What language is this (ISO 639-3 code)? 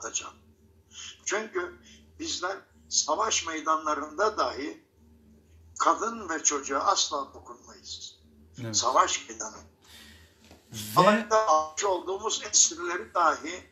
tur